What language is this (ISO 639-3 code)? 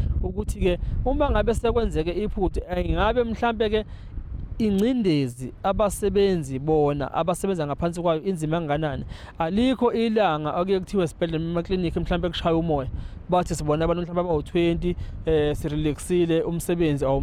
zul